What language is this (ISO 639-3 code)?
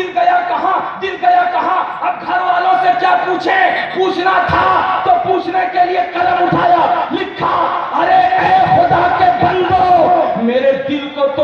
urd